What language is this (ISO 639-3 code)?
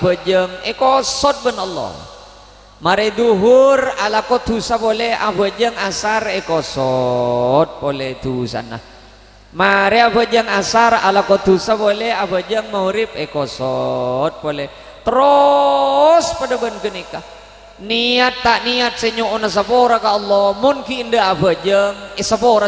mad